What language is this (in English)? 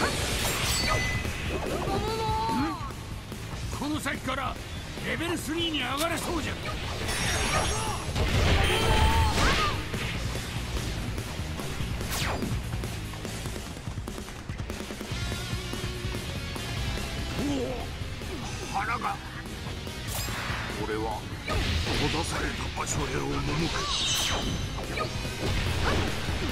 Japanese